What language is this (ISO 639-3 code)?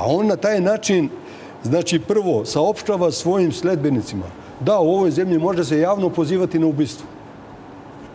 srp